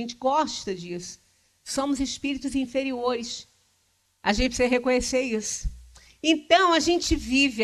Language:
Portuguese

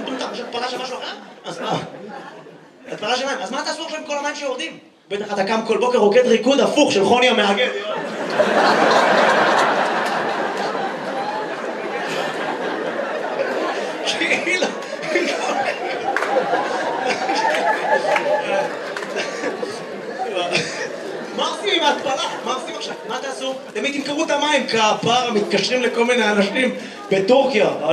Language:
Hebrew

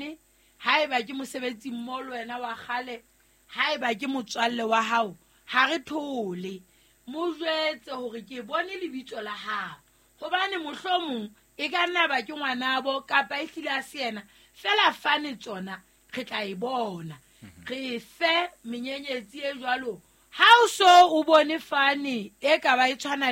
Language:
Southern Sotho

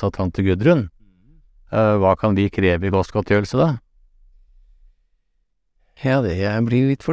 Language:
Norwegian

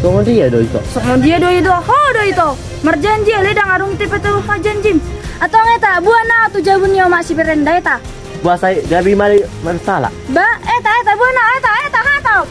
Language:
Batak Toba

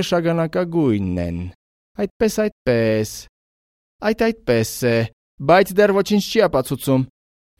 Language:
Armenian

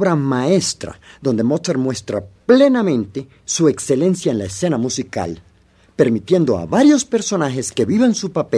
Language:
Spanish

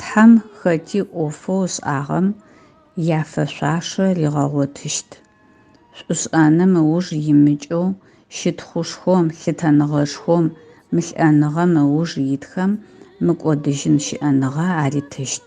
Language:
Adyghe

